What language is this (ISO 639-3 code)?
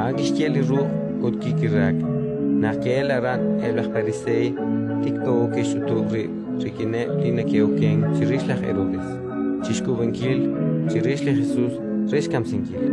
kek